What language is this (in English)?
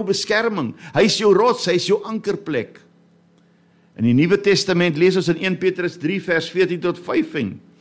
Afrikaans